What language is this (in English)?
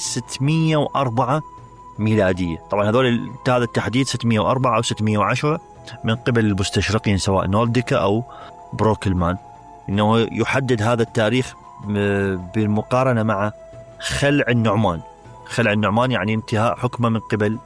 Mesopotamian Arabic